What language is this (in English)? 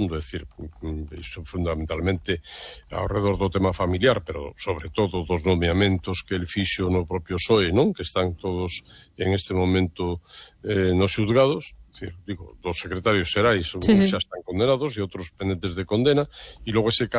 Galician